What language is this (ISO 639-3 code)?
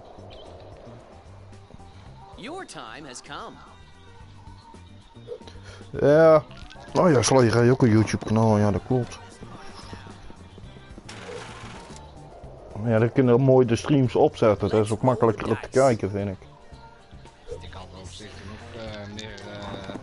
nld